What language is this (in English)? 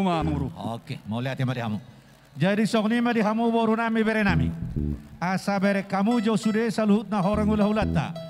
Batak Toba